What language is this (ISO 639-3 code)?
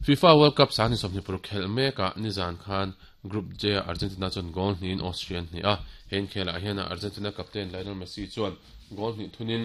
lus